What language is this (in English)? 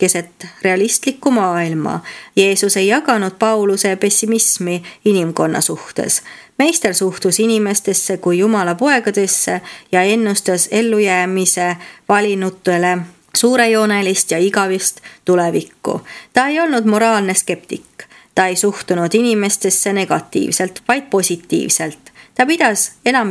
Estonian